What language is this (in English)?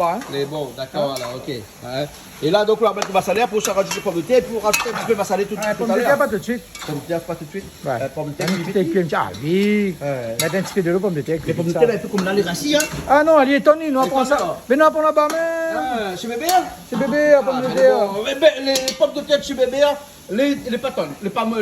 Réunion Creole French